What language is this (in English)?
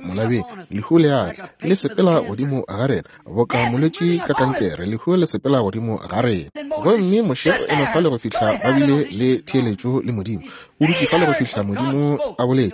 Northern Sotho